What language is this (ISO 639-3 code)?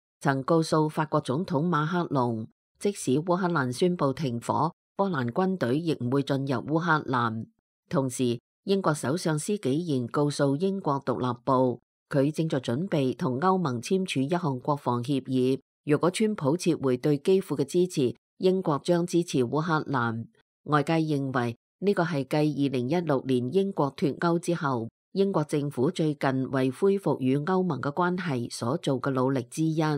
yue